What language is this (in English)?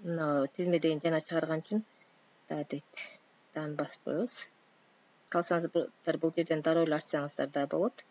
Kyrgyz